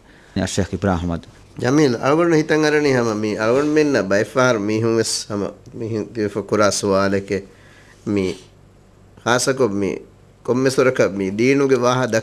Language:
Divehi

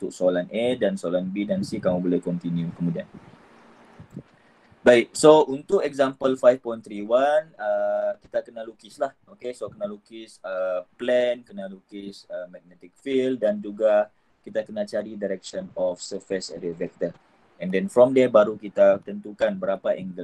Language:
Malay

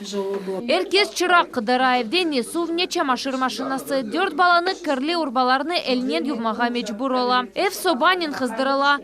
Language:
Crimean Tatar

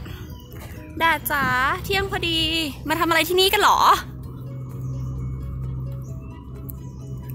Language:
Thai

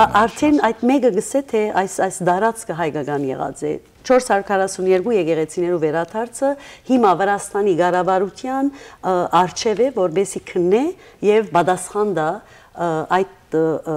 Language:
Western Armenian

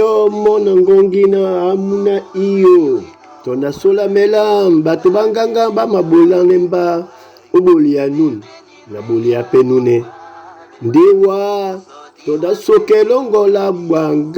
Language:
Duala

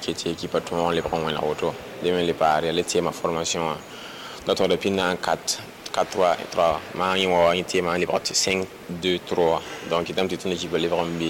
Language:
Mossi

